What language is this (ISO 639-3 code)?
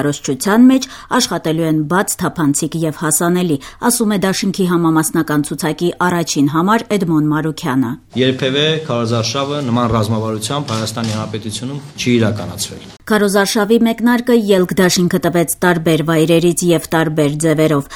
hye